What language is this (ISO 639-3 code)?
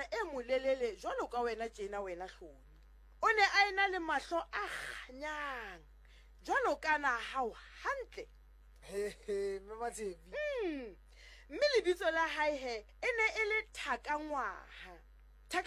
sot